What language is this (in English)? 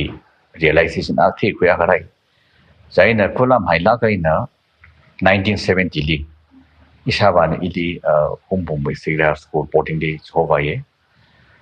Tangkhul Naga (India)